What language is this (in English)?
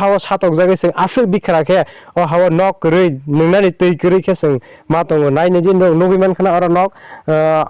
Kok Borok